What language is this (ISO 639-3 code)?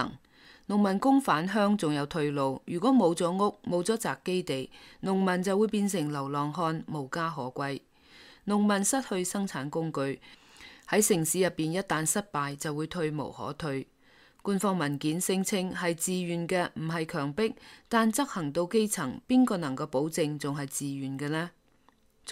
yue